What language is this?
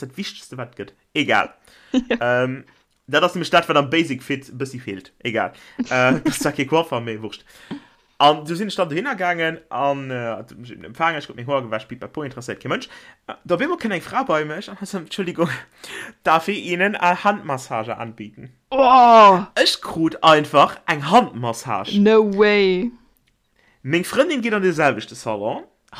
Luxembourgish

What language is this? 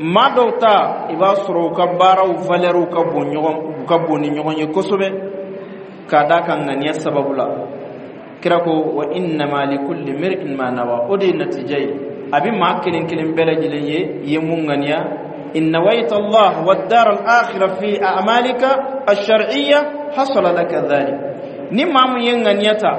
Bambara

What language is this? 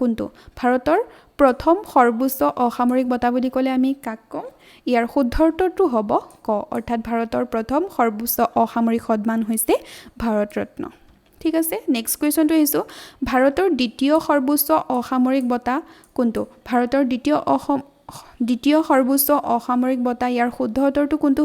Assamese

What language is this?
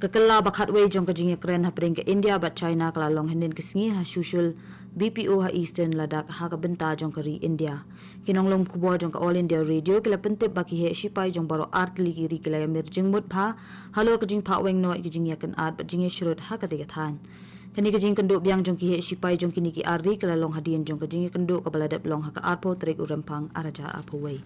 Khasi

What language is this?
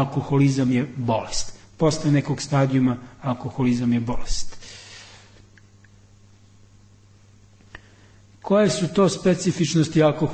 Serbian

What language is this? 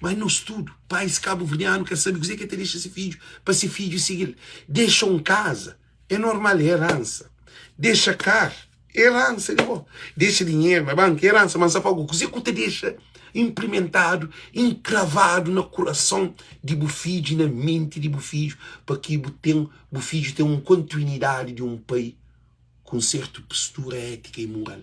Kabuverdianu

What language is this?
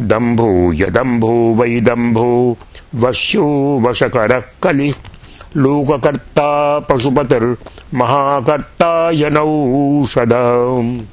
Sanskrit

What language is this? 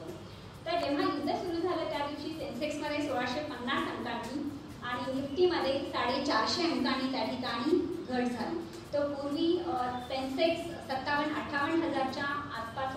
Marathi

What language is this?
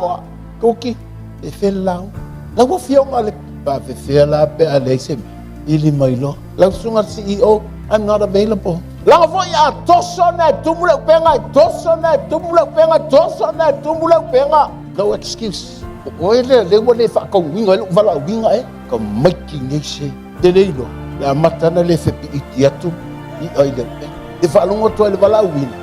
Samoan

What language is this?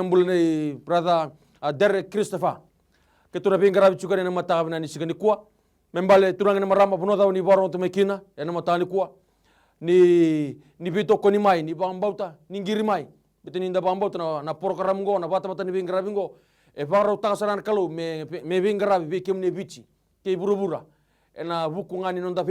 Fijian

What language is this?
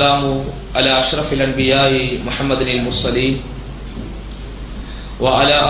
Tamil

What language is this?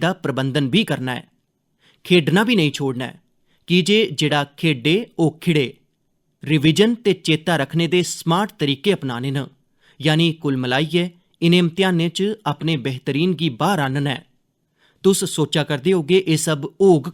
Dogri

